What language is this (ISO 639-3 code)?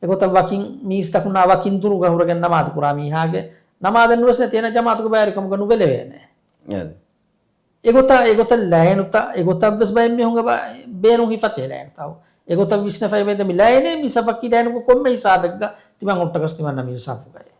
div